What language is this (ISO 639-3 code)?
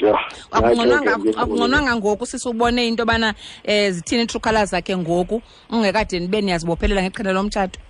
xho